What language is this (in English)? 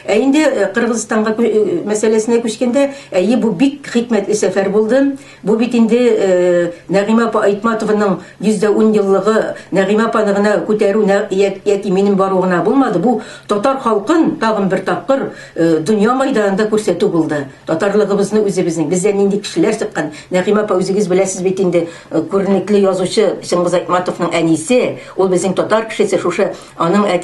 Tatar